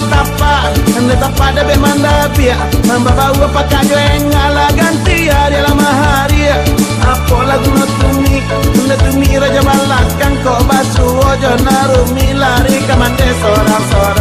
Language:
Minangkabau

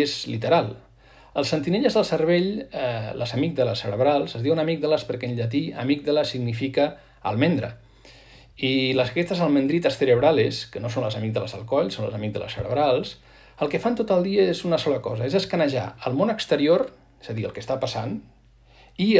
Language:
Catalan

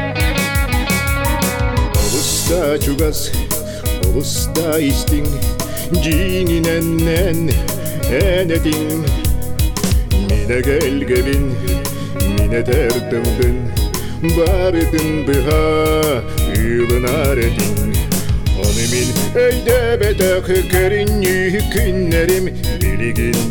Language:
Yakut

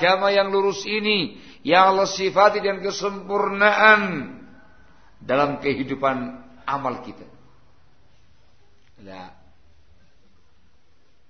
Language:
Indonesian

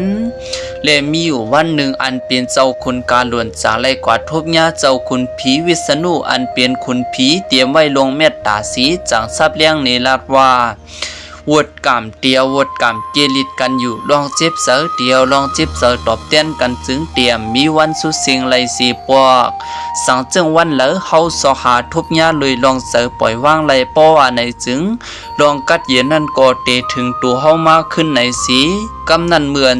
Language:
Shan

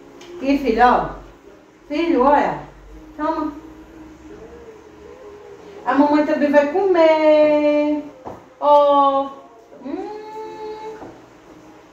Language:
Portuguese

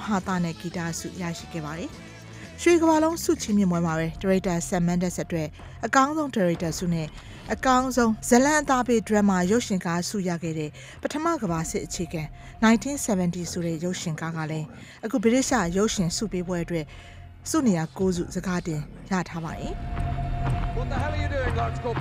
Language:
Burmese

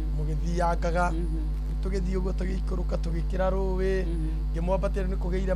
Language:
Kikuyu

